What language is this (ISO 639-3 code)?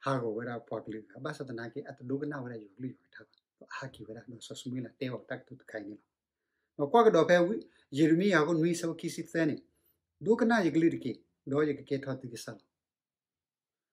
ksw